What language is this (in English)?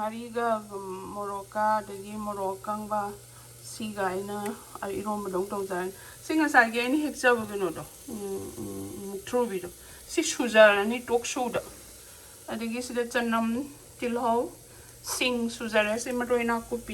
Manipuri